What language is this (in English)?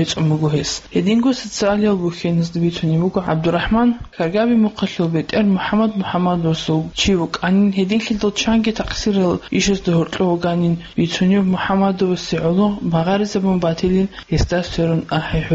Avaric